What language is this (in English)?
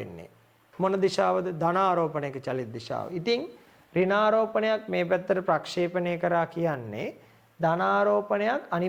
Sinhala